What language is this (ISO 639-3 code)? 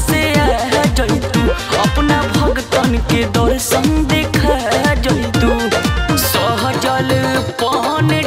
bho